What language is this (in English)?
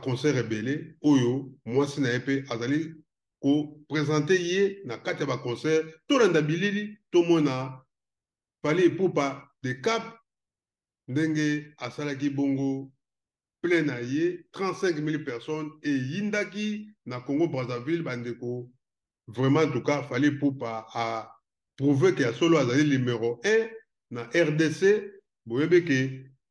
Lingala